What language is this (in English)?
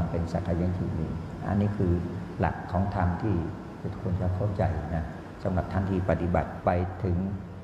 Thai